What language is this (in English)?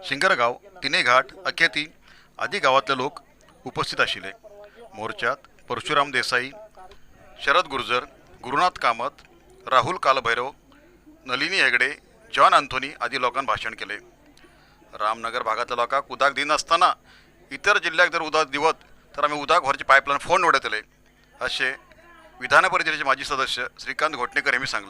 Konkani